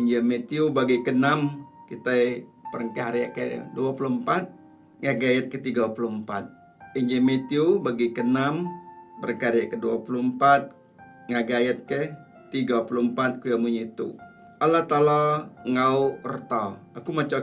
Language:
Iban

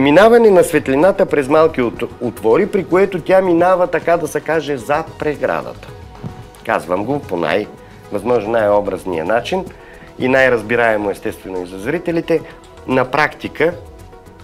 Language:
Bulgarian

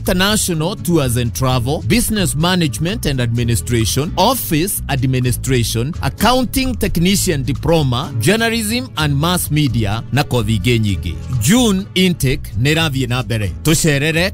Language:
Kikuyu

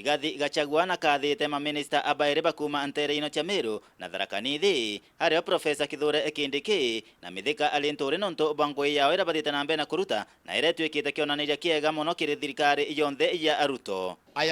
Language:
Meru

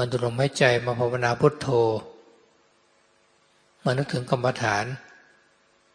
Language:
Thai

